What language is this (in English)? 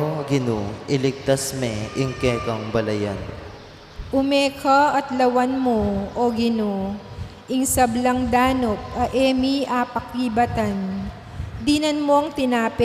Pampanga